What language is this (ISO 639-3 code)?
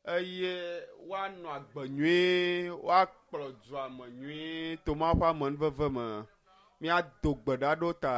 ewe